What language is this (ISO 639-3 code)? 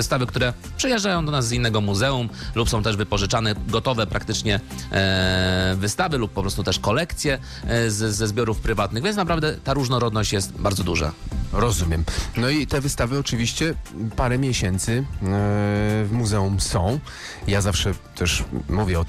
pol